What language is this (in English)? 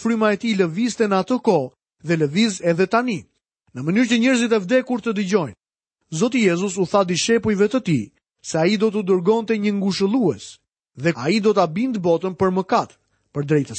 Albanian